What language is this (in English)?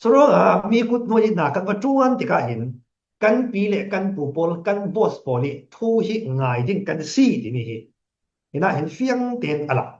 Falam Chin